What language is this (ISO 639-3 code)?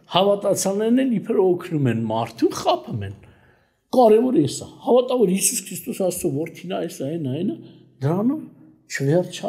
hye